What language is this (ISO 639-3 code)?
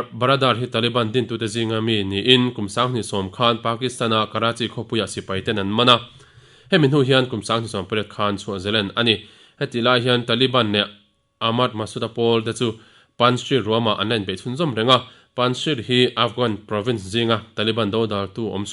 lus